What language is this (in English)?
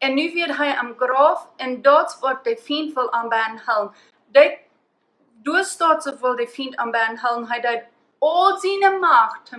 Plautdietsch